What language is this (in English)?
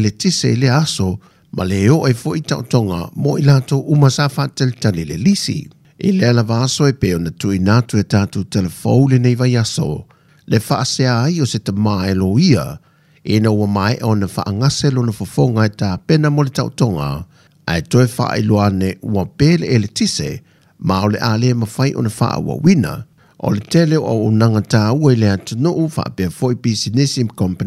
Samoan